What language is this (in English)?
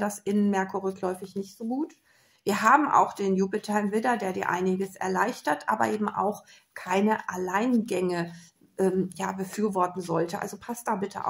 German